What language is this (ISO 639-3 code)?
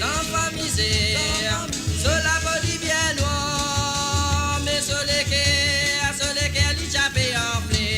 mfe